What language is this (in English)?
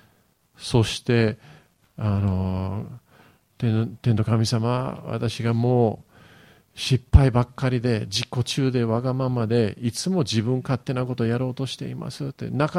Japanese